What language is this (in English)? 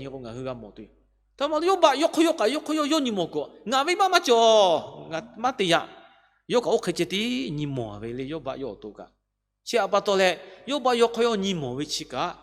Lahu